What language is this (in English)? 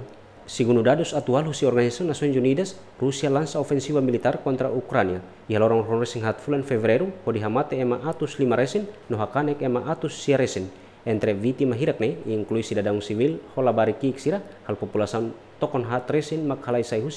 Tetum